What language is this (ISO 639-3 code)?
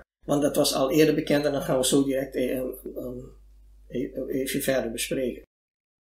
nld